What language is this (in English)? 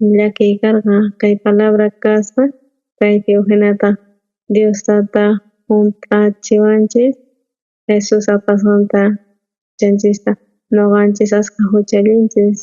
South Bolivian Quechua